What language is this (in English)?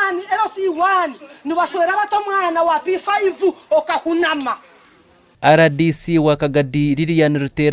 Nyankole